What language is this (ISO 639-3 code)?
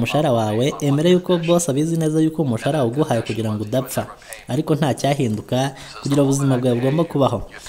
kin